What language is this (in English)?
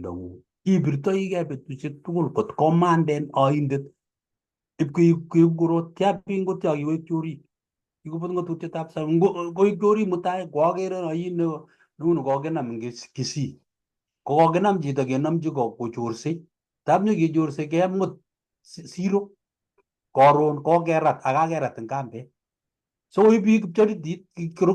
Kalenjin